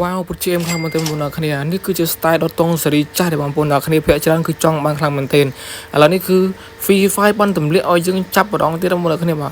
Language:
Khmer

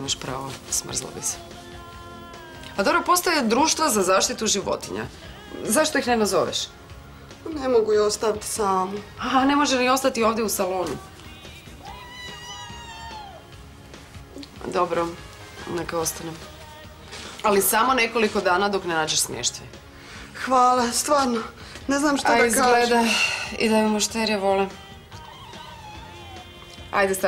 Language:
Croatian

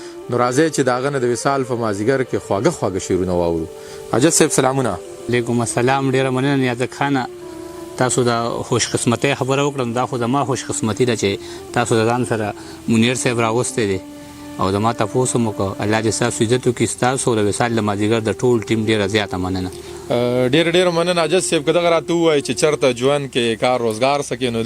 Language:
Pashto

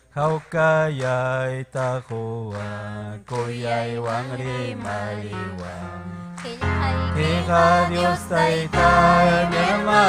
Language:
Ayacucho Quechua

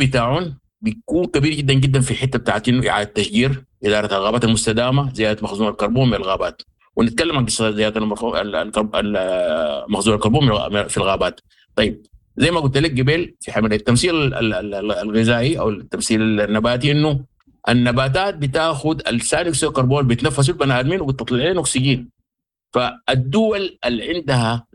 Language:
Sudanese Arabic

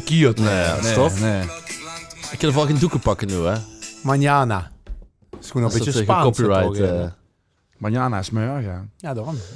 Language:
Limburgish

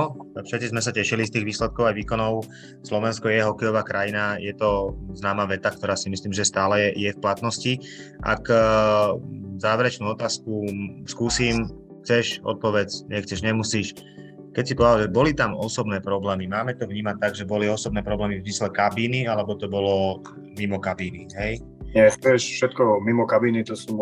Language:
Slovak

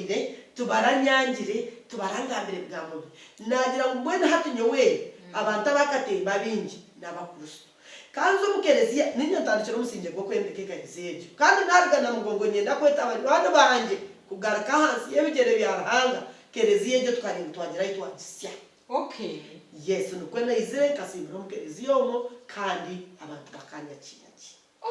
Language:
Nyankole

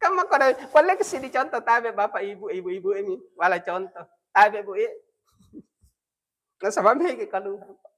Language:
Buginese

